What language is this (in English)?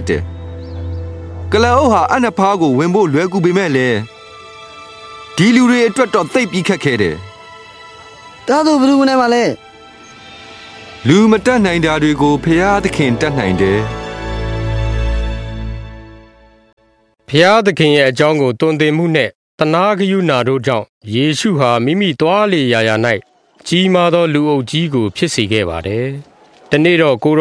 Burmese